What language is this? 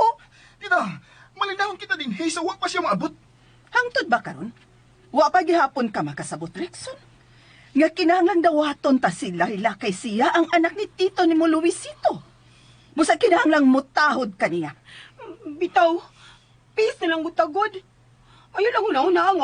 Cebuano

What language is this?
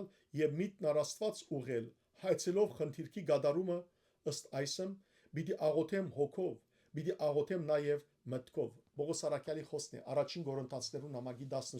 Western Armenian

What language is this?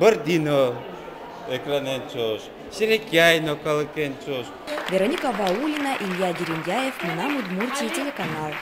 Udmurt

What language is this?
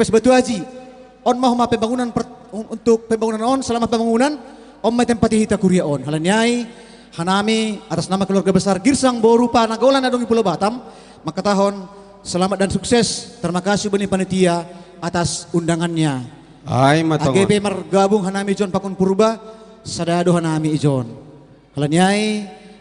Batak Simalungun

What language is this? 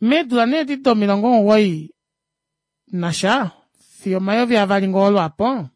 Kuanyama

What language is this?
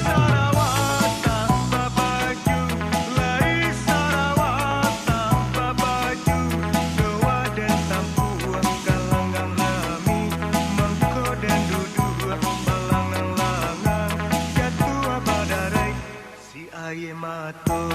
Minangkabau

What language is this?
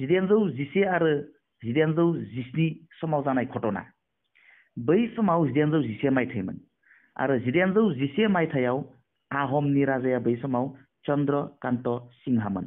Bodo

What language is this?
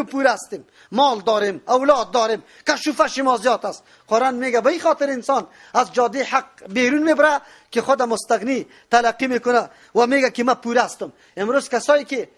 Persian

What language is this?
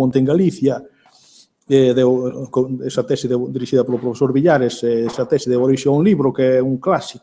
Galician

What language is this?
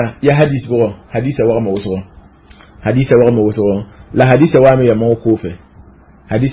Mossi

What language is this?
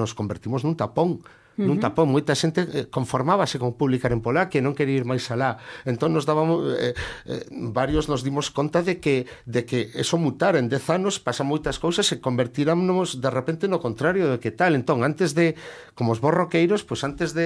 Galician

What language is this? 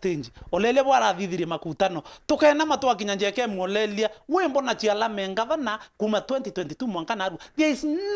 Meru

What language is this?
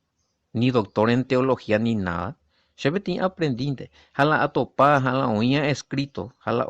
Guarani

